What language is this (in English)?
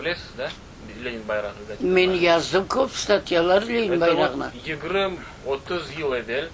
Crimean Tatar